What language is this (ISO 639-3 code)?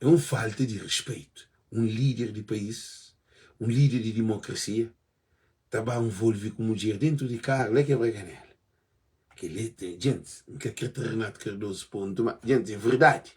kea